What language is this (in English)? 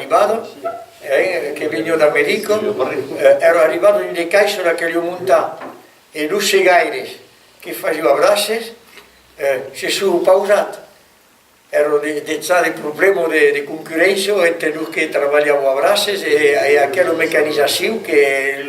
Occitan